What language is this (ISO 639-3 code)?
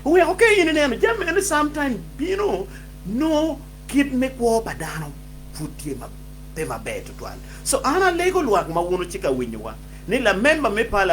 ach